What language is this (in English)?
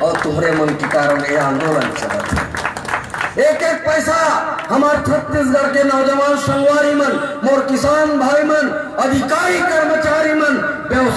Chhattisgarhi